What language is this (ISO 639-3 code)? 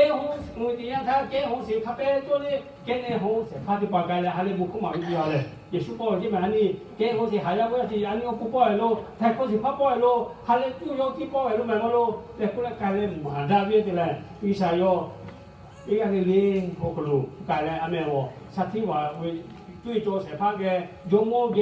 lhu